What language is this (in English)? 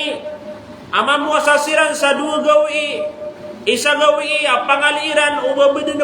Maranao